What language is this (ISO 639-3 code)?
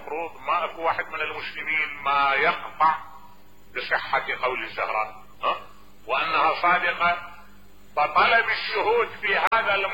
acm